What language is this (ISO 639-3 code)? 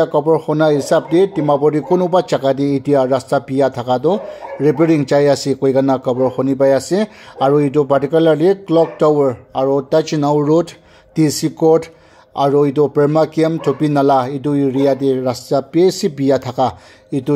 nag